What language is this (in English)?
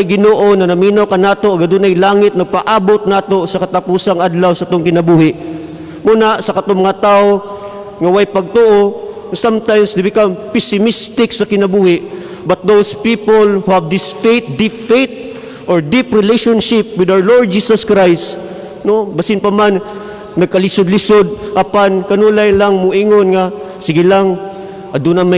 Cebuano